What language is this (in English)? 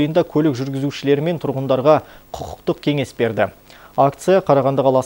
Kazakh